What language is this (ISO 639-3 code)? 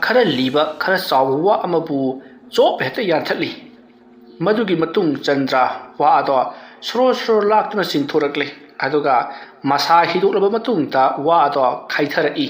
mni